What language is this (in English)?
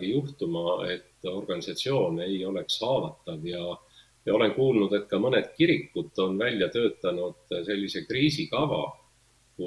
Estonian